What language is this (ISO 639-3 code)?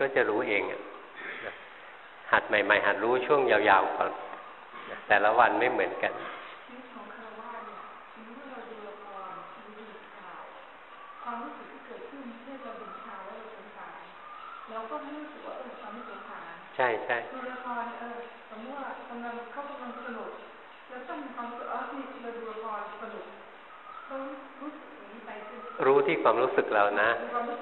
tha